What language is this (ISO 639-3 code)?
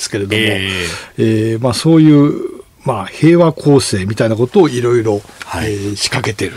jpn